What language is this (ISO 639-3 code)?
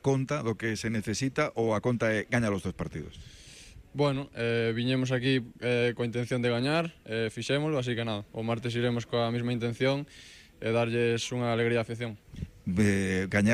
glg